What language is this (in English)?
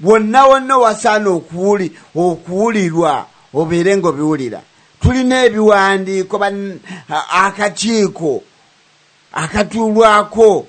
Ganda